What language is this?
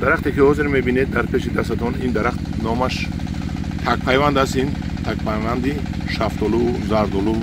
Tajik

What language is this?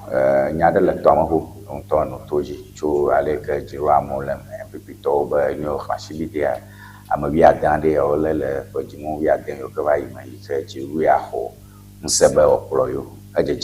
Ewe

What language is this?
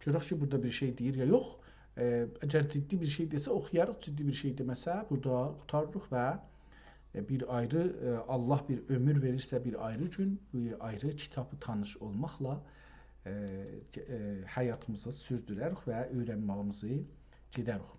South Azerbaijani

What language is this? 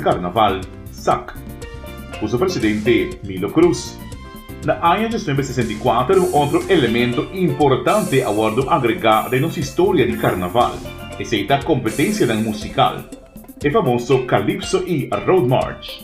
Papiamento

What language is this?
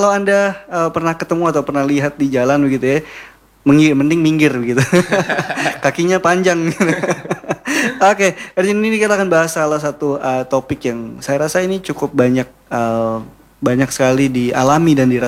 Indonesian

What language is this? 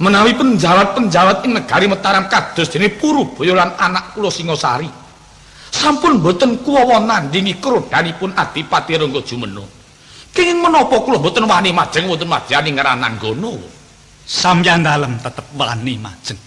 Javanese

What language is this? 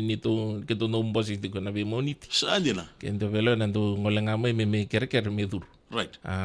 Fijian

